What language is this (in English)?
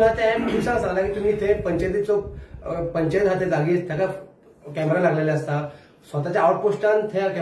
Konkani